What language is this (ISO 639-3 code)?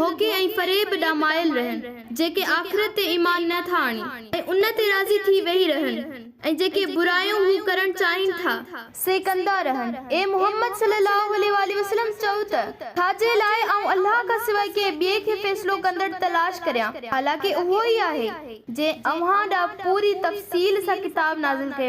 snd